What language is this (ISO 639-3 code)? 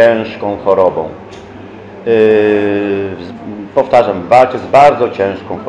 pol